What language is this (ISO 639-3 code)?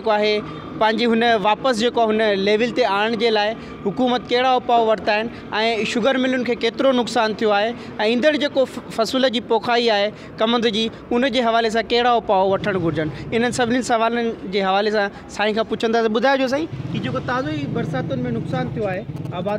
snd